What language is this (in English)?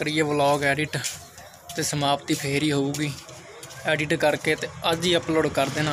Punjabi